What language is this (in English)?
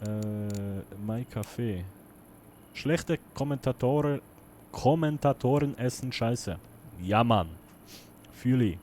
Swiss German